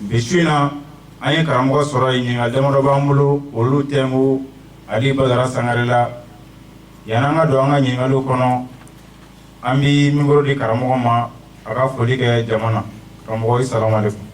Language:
Bambara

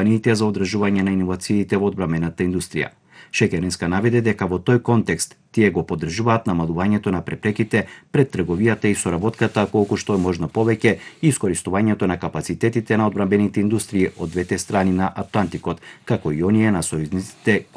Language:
Macedonian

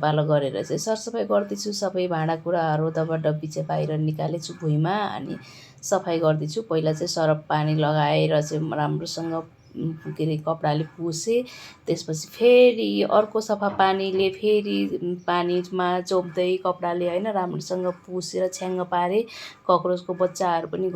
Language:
Nepali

